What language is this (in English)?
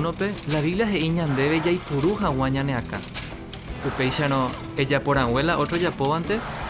Guarani